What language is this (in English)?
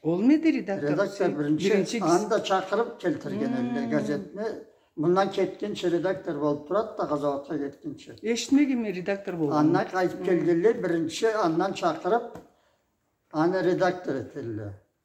Karachay-Balkar